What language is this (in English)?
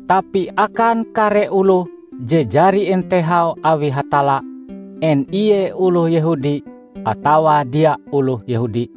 Ngaju